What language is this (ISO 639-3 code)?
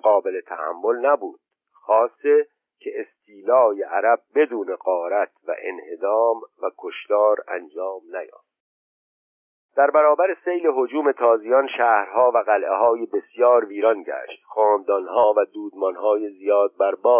fas